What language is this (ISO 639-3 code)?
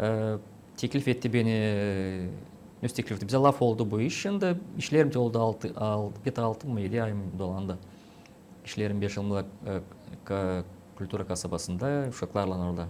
gag